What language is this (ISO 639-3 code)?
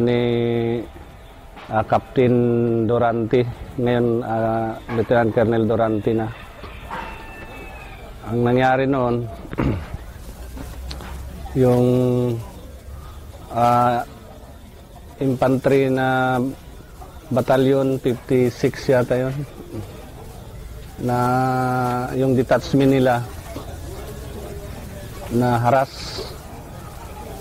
fil